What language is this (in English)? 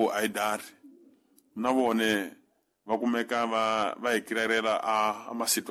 Tsonga